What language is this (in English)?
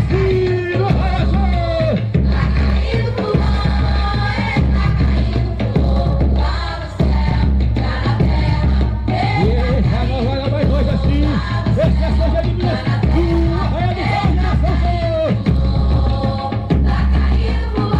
Portuguese